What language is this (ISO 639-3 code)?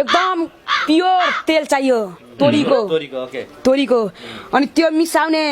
nep